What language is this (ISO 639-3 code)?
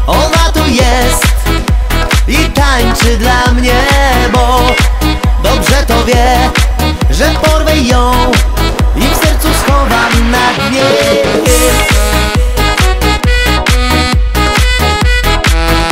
pol